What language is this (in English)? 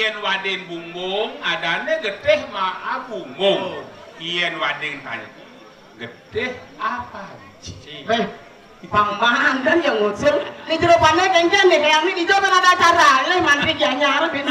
Balinese